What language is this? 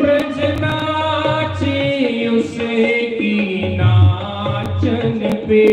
Dogri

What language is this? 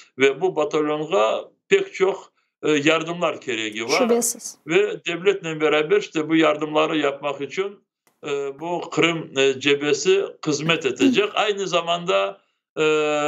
Crimean Tatar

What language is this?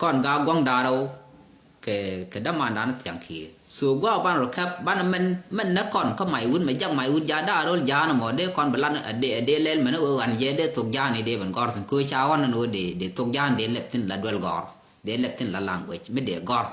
Nuer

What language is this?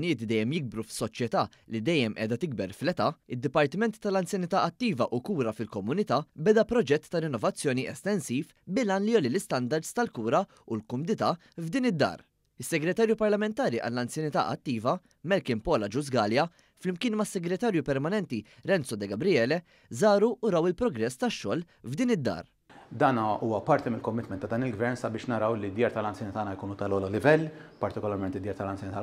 Maltese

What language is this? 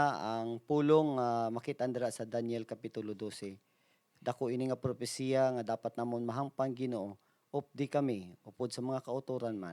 Hiligaynon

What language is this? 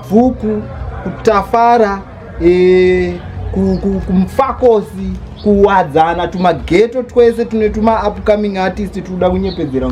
Shona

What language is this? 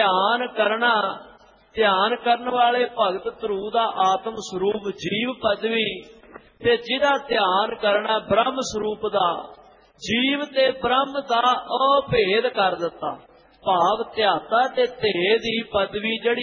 Punjabi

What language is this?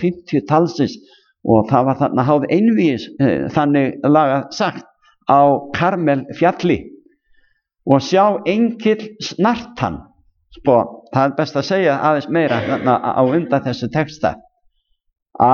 Icelandic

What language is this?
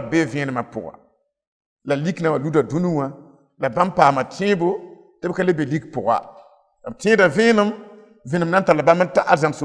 Mossi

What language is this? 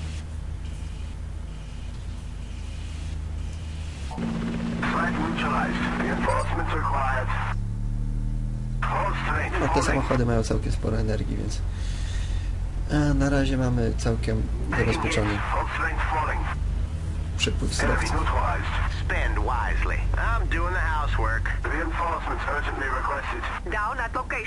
Polish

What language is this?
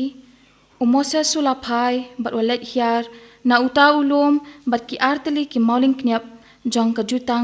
Khasi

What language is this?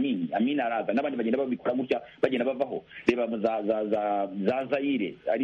Kinyarwanda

